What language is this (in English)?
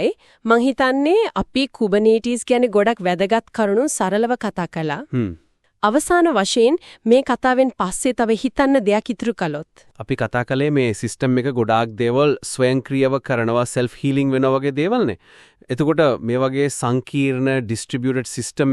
Sinhala